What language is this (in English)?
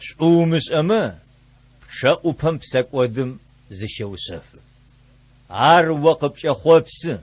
Adyghe